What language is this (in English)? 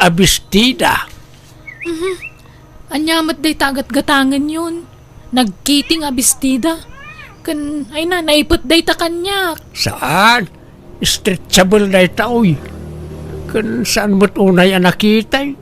Iloko